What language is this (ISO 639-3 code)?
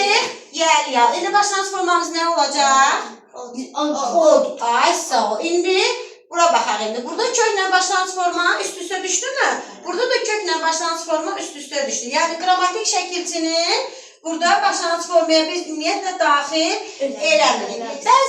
aze